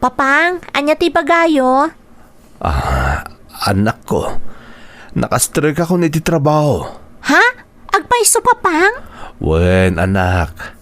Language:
Iloko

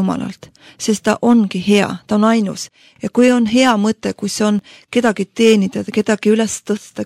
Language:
Estonian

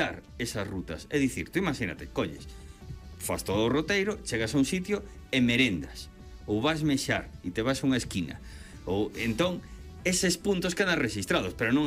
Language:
Galician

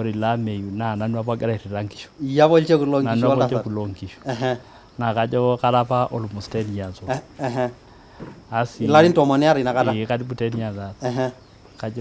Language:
Masai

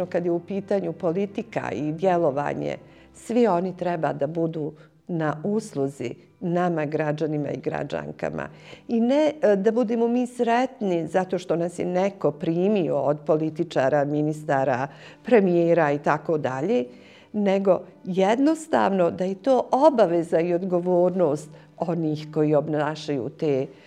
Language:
Bosnian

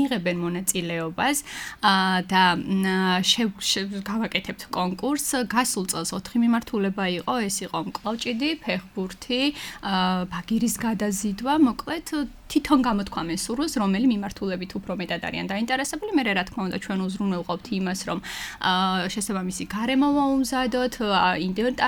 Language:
Georgian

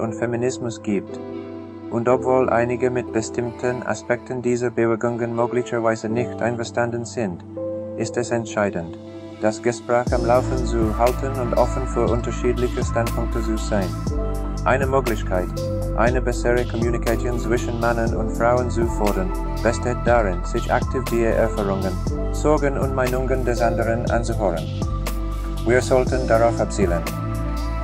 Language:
German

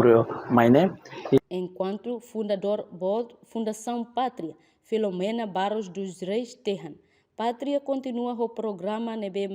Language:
Tetum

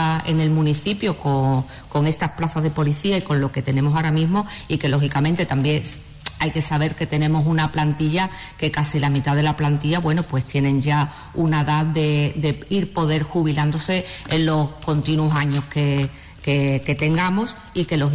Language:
Spanish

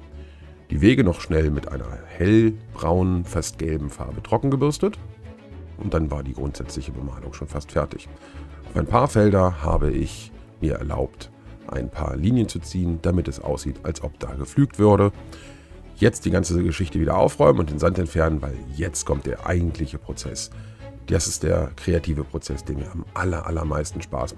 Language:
German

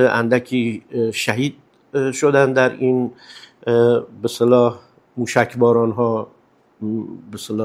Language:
Persian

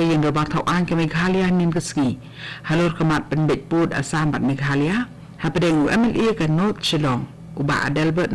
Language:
Khasi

